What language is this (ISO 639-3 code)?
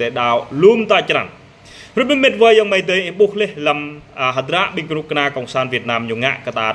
jra